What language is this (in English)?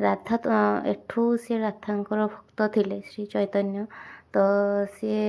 Odia